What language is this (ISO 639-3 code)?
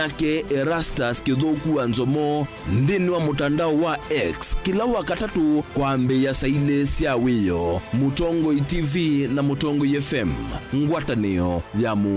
kam